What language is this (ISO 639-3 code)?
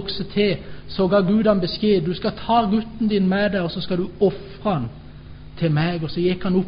nor